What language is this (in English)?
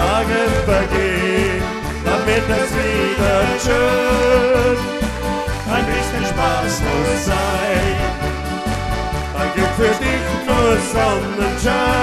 German